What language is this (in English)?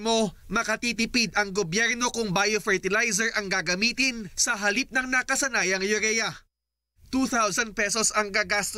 Filipino